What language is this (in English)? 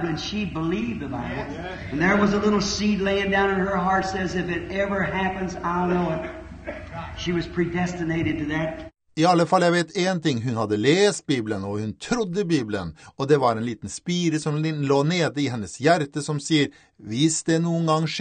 Norwegian